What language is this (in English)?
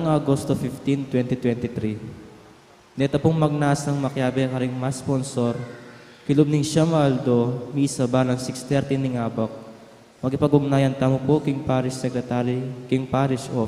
Pampanga